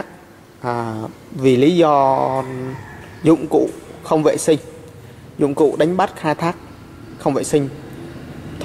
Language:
Vietnamese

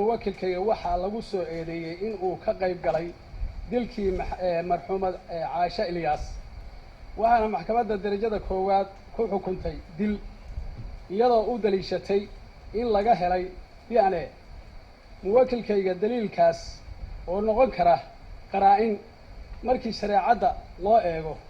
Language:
Somali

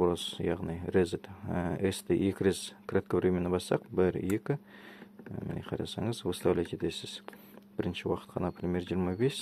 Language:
Kazakh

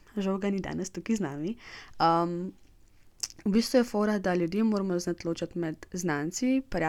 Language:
Slovenian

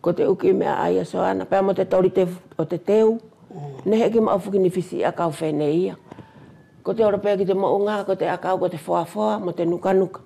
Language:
Wallisian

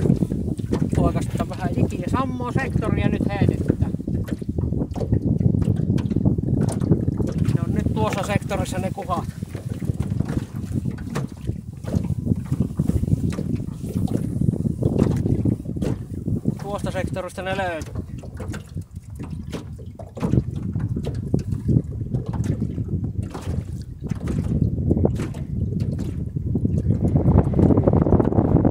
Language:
Finnish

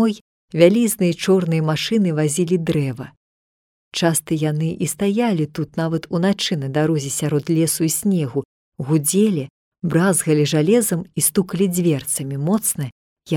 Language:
Belarusian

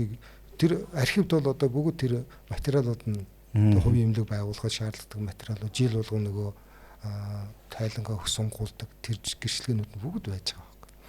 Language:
Mongolian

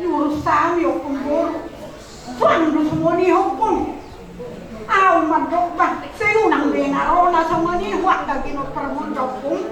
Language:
Batak Toba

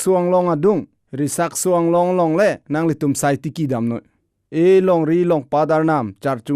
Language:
Karbi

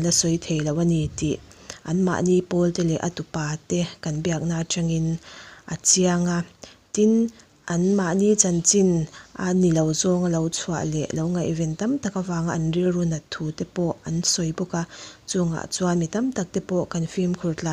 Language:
Mizo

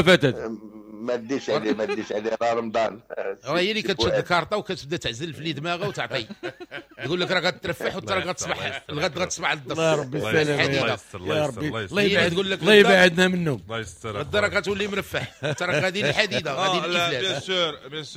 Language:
Moroccan Arabic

